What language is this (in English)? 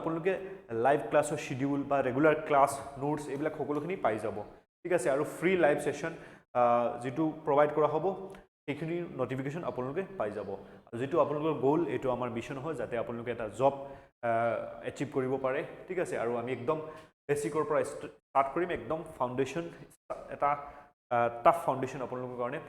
Assamese